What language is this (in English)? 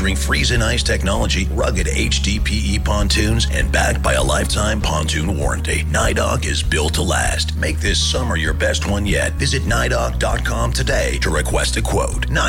English